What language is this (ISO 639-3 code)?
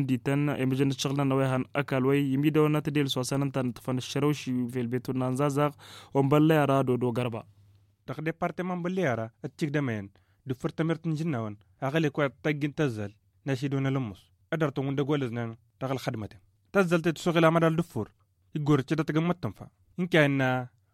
taq